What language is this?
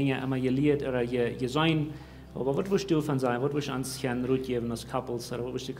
Plautdietsch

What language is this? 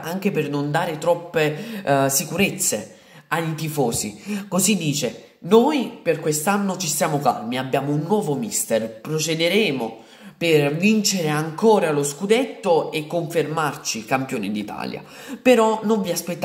Italian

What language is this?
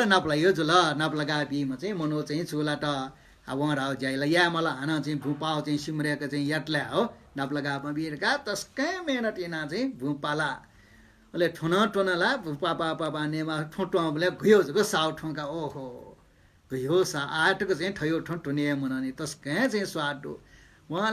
Newari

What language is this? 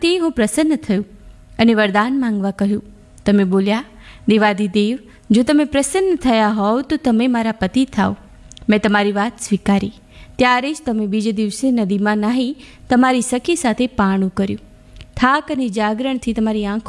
Gujarati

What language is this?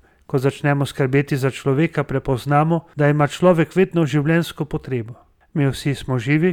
Slovenian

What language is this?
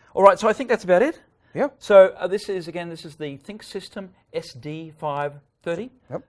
English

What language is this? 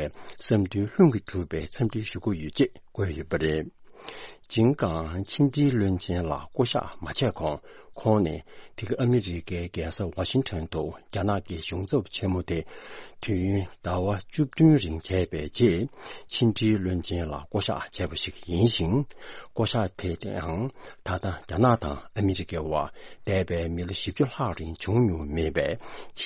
Tibetan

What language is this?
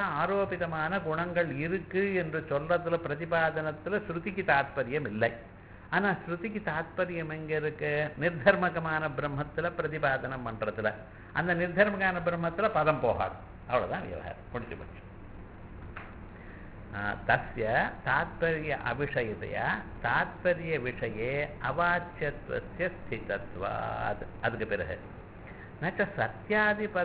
Tamil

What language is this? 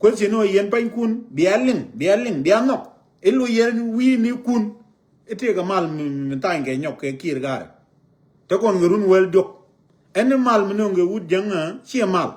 Nuer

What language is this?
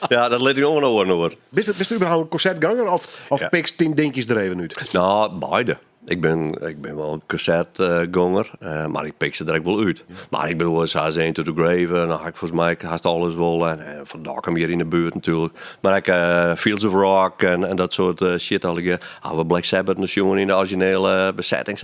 Western Frisian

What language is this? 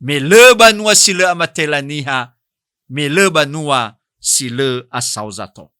Nias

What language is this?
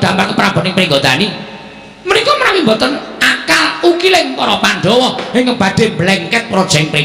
Javanese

